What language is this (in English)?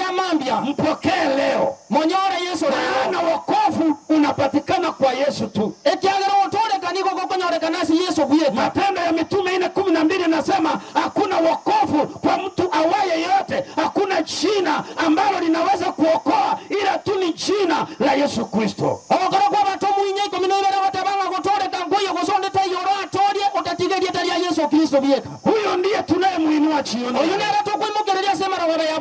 Gusii